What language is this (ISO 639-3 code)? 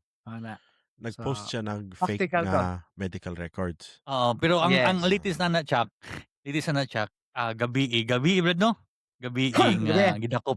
ceb